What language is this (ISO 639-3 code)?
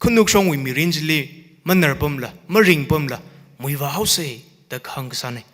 nmf